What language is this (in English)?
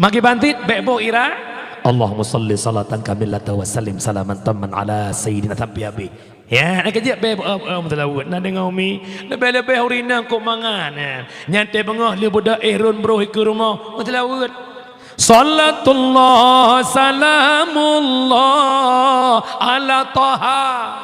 Achinese